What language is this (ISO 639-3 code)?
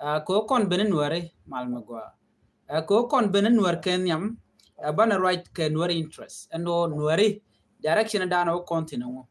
nus